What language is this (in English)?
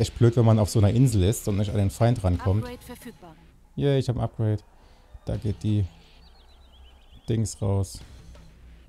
German